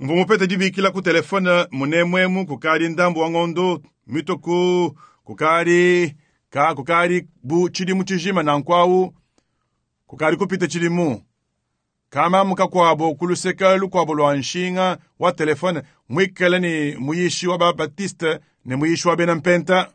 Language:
Luba-Lulua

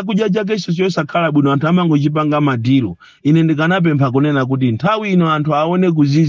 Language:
Nyanja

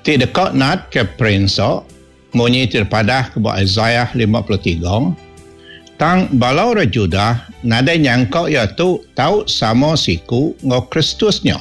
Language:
Iban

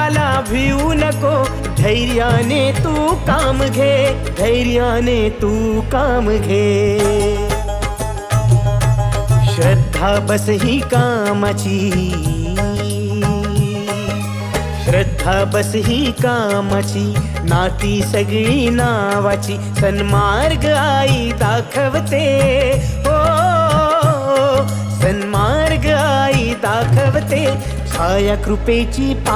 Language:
Marathi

